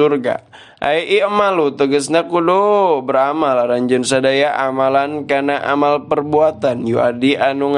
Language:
Sundanese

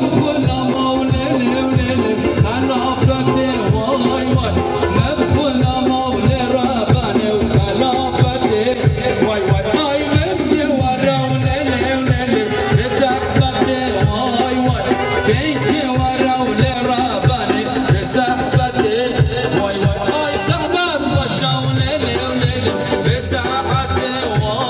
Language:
Kurdish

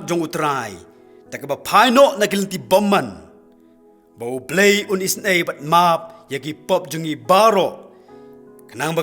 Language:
Khasi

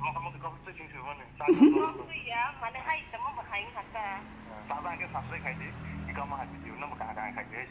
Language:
Kok Borok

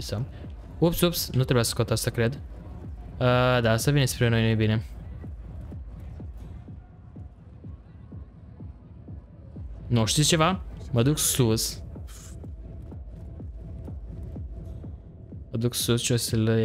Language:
Romanian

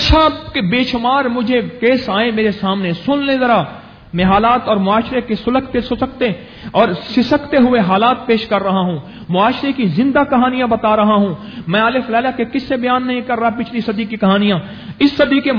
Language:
Urdu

